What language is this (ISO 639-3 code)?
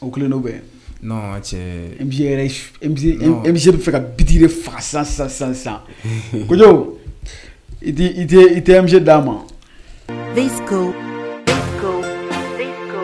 bam